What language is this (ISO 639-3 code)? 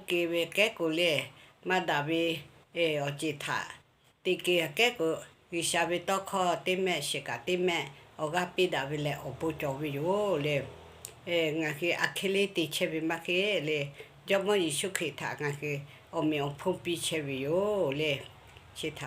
lhu